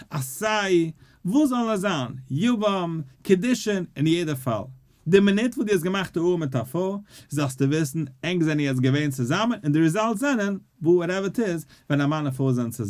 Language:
Yiddish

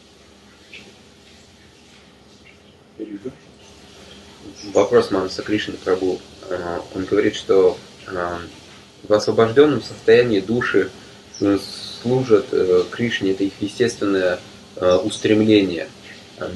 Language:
Russian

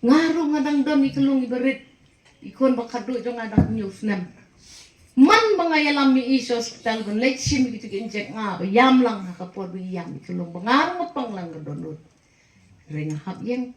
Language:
Khasi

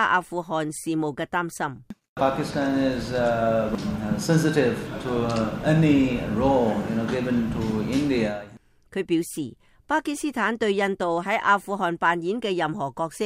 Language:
Cantonese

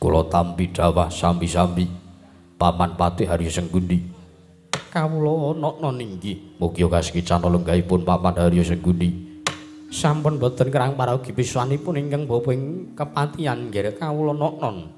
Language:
Javanese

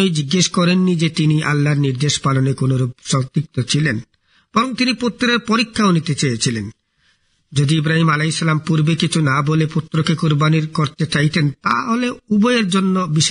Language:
Bangla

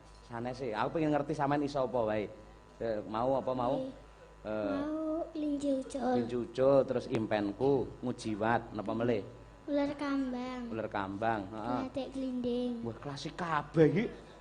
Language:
Javanese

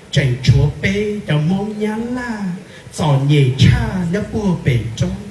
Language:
Hmong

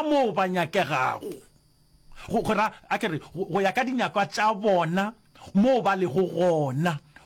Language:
Northern Sotho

